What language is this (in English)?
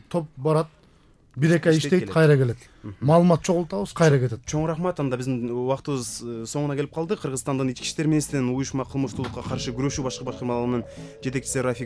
Kyrgyz